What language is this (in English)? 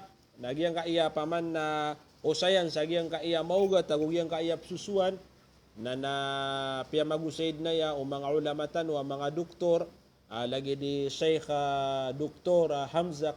Maranao